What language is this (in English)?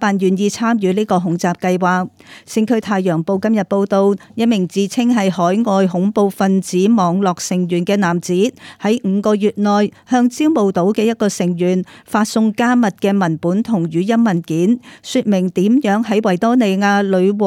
Cantonese